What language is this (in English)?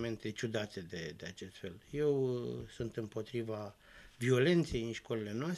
Romanian